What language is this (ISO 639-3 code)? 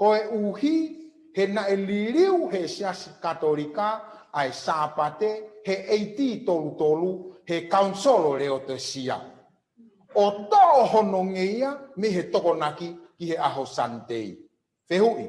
ton